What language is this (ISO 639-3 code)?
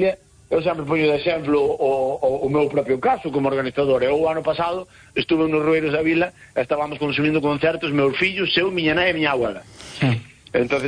glg